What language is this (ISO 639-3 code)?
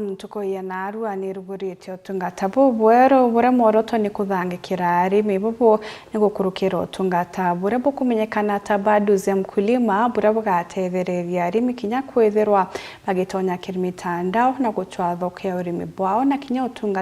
mer